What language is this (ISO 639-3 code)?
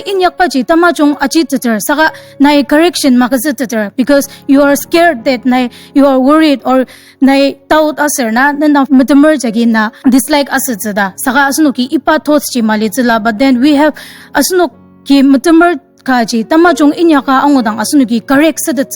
njo